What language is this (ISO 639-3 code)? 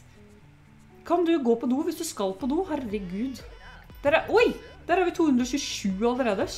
nor